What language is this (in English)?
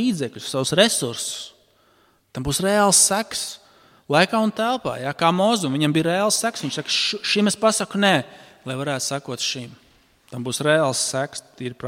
Latvian